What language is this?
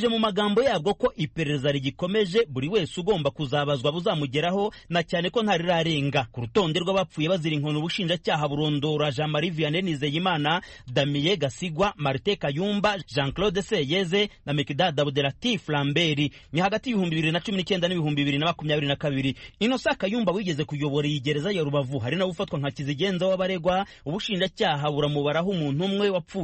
Kinyarwanda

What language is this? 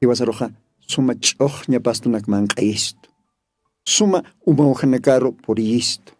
Aymara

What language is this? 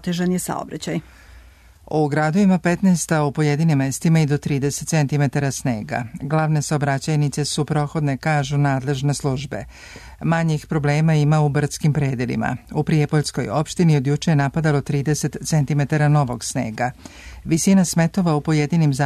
Serbian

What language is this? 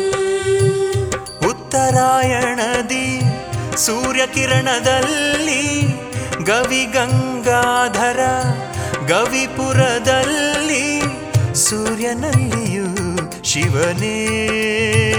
Kannada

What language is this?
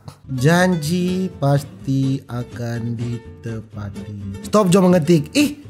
Manado Malay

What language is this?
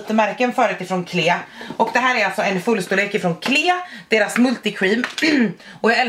Swedish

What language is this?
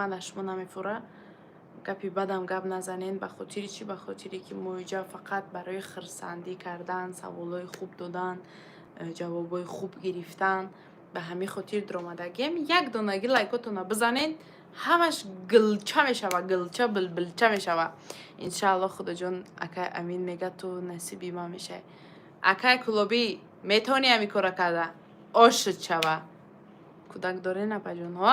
Tajik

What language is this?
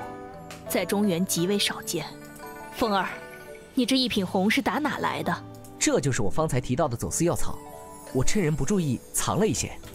Chinese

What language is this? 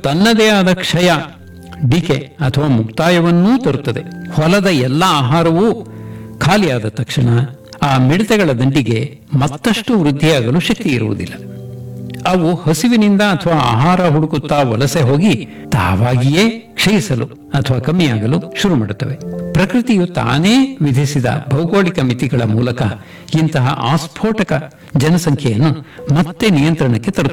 Kannada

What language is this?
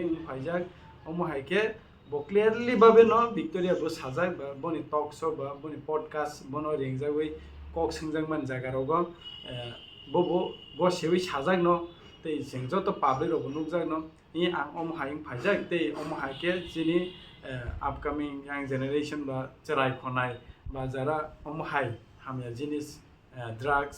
Kok Borok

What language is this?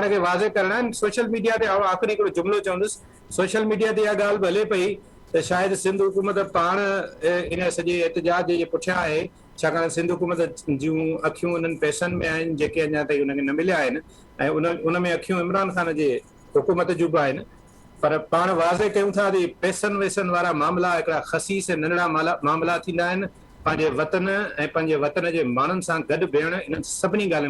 Sindhi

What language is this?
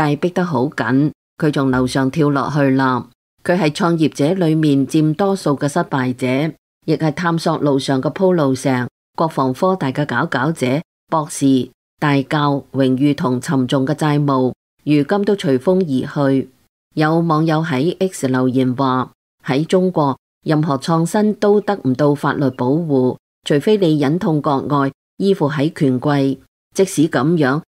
Cantonese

